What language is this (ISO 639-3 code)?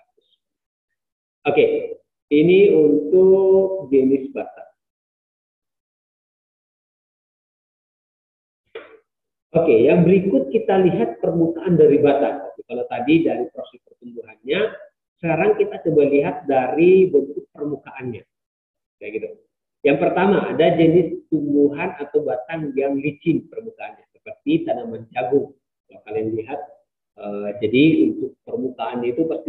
ind